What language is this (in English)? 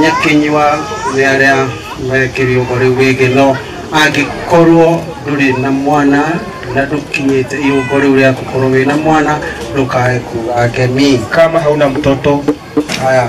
Kikuyu